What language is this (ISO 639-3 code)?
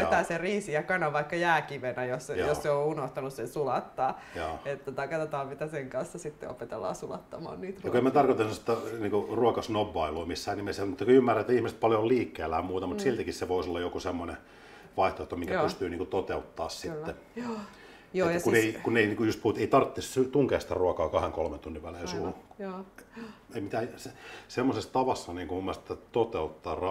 fin